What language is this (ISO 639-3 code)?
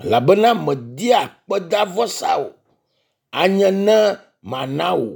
ewe